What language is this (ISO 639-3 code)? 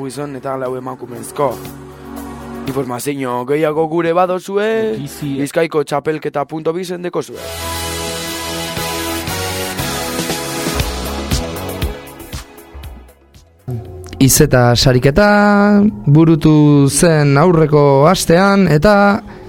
eus